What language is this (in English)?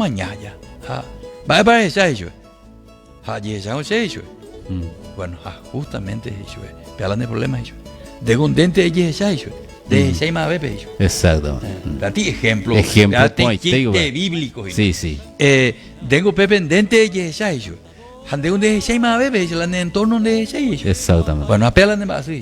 Guarani